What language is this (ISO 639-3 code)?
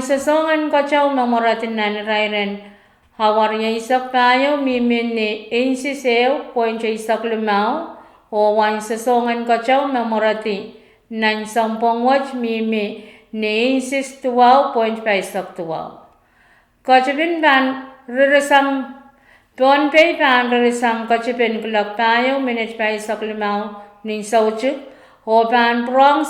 pon